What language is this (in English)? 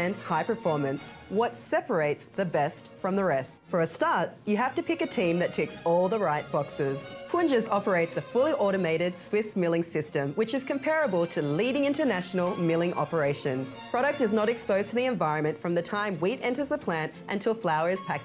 Fijian